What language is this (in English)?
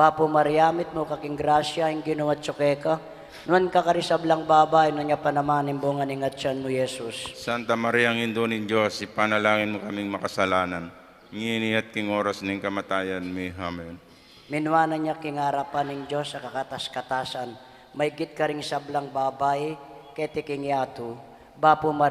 Pampanga